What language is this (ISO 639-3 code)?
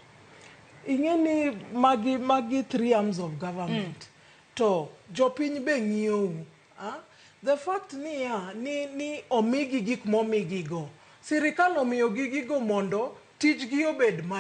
luo